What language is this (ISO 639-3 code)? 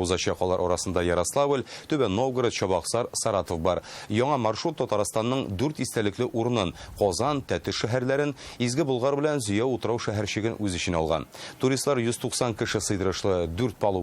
tat